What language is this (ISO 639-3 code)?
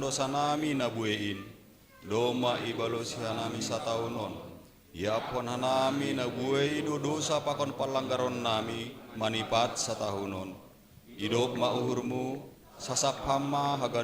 bts